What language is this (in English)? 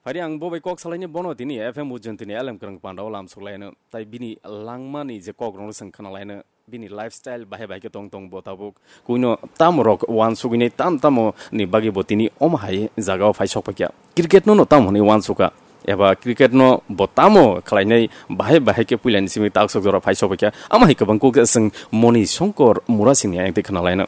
Kok Borok